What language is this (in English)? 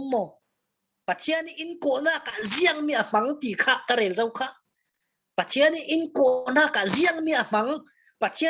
Falam Chin